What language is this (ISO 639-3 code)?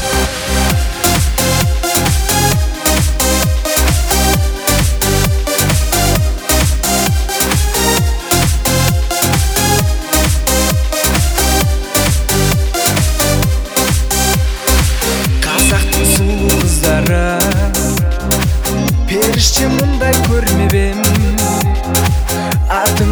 kaz